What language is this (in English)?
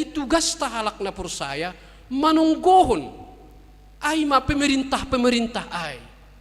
Batak Simalungun